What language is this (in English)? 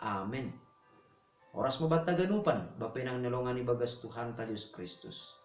Batak Simalungun